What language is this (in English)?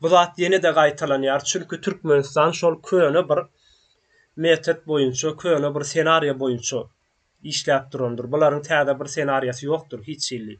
Turkmen